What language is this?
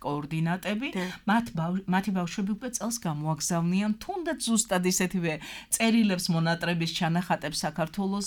Georgian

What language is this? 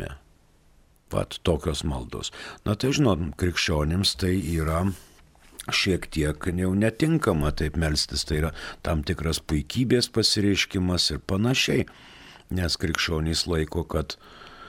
Lithuanian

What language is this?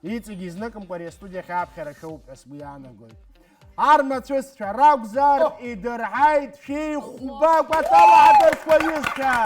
Abkhazian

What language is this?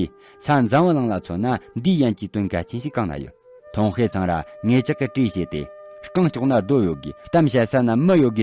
Tibetan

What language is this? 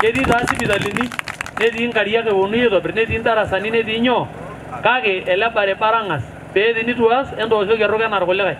Masai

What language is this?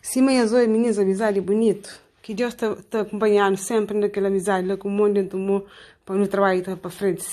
Kabuverdianu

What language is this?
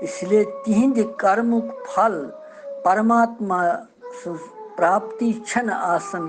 Kashmiri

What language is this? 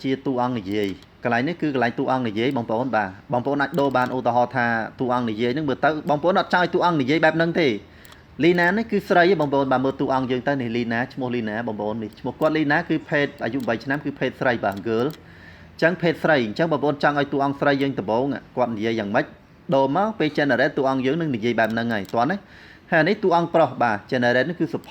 Khmer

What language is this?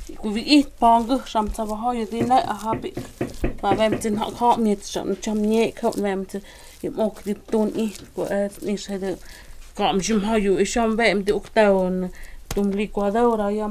Totontepec Mixe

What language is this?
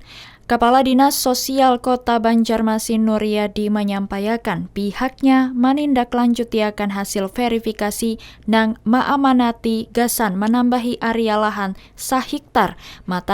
Banjar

